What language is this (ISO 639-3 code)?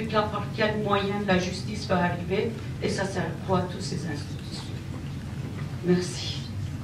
fra